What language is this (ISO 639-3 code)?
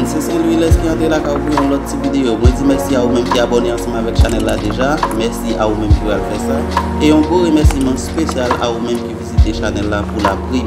hat